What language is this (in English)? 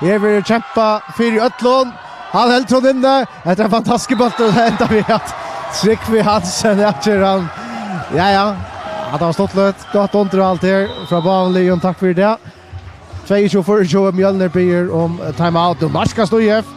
Faroese